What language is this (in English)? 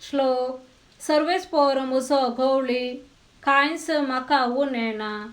Konkani